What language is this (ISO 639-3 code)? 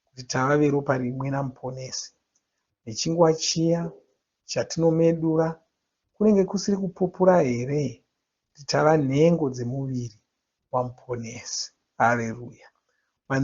sna